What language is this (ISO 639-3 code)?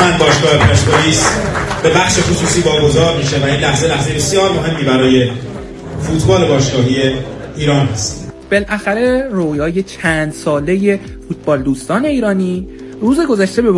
fas